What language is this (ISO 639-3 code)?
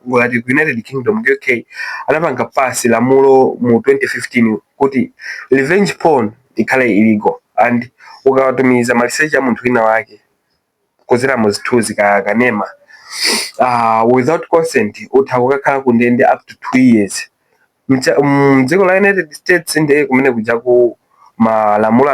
nya